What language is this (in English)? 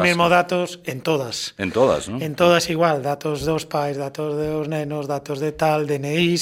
Galician